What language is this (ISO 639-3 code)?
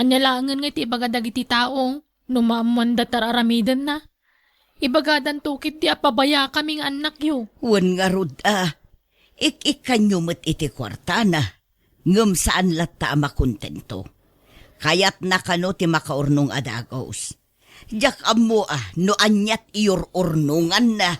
ilo